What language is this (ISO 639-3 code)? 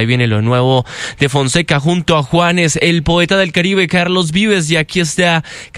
spa